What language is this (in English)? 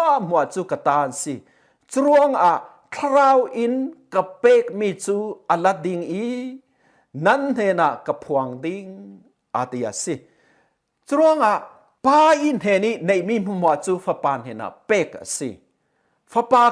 Falam Chin